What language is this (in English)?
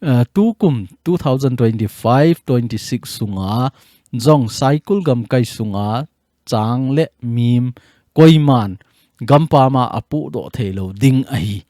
Thado Chin